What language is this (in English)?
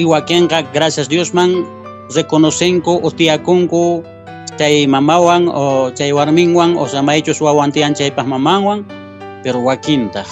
Quechua